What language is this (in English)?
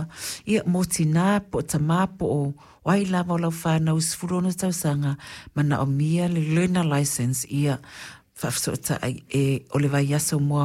Samoan